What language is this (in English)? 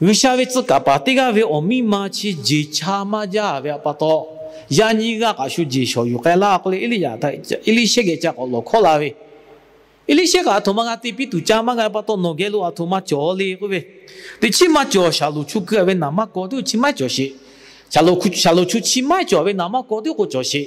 Lahu